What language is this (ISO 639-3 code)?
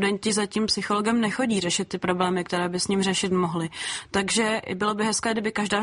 ces